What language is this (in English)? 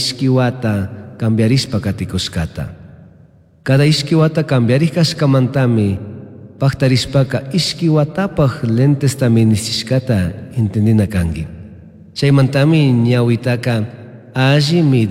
Chimborazo Highland Quichua